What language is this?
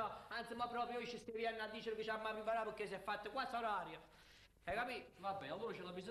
Neapolitan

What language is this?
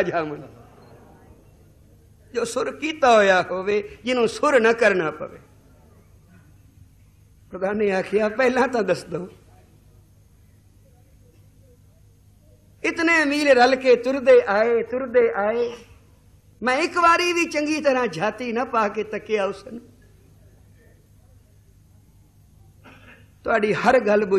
Punjabi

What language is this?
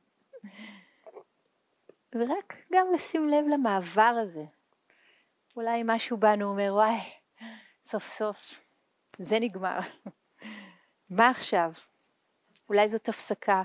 Hebrew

